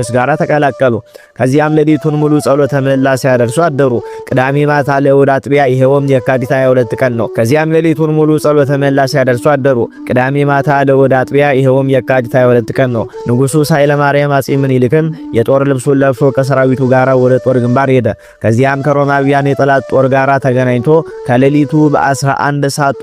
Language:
Amharic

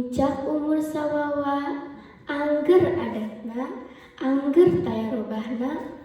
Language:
Sundanese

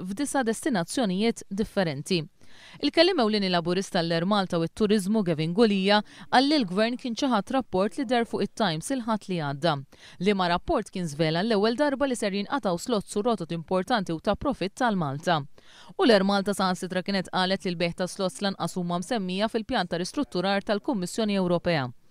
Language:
Maltese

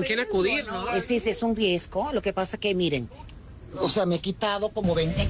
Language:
Spanish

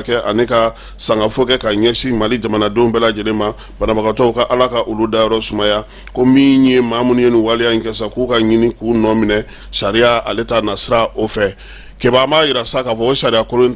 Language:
Bambara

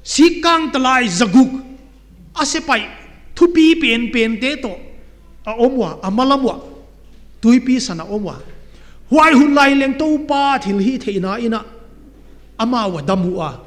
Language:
Paite Chin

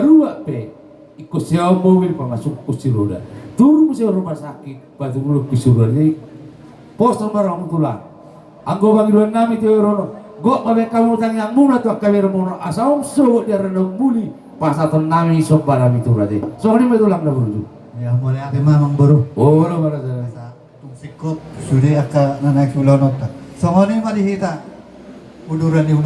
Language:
Batak Toba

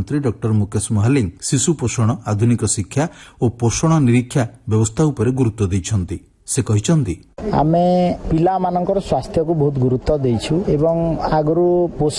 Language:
Odia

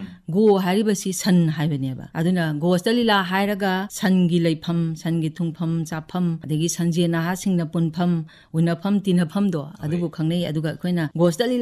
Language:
Manipuri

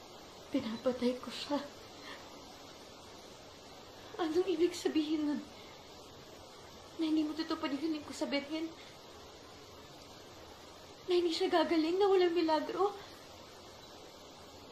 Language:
Filipino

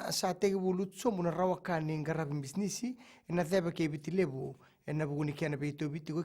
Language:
Fijian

